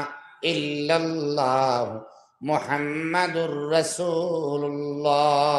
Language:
Sylheti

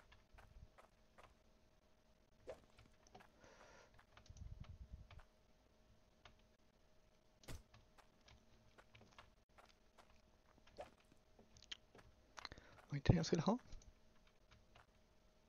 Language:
Swedish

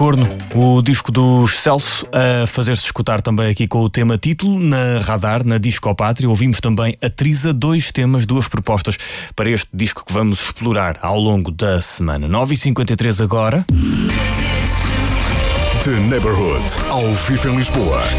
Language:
Portuguese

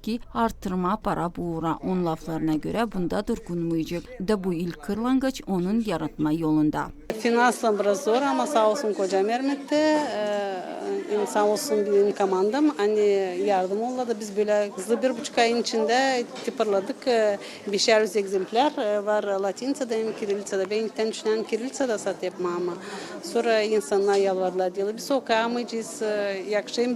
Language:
Gagauz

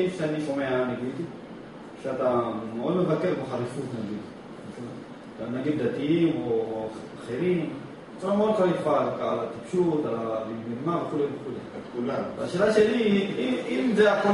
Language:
Hebrew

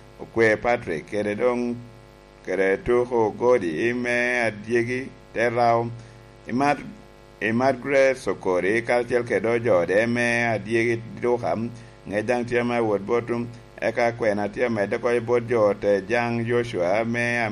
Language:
Lango (Uganda)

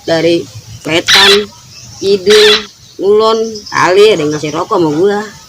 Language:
Betawi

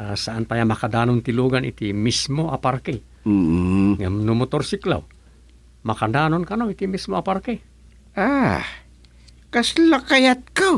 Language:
Iloko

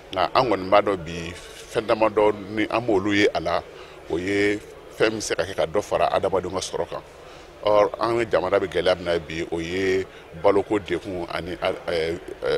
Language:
Bambara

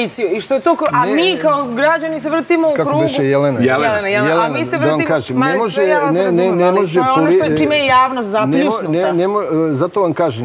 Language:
Serbian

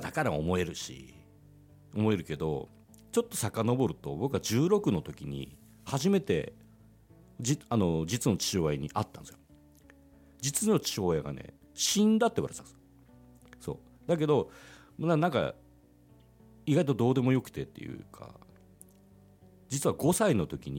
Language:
Japanese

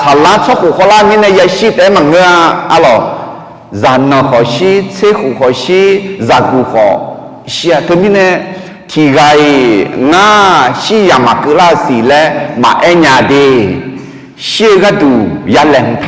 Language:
Akha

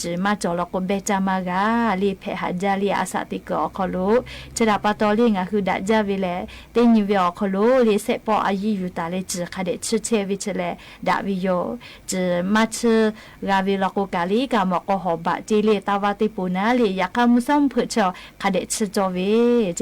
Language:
Lahu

